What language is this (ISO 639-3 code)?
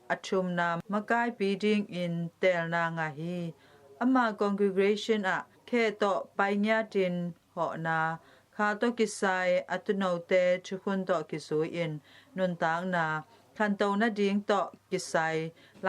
ctd